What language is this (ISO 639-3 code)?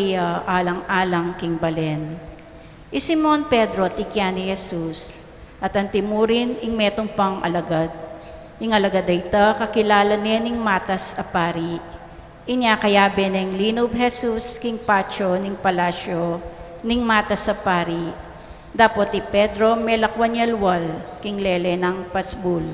pam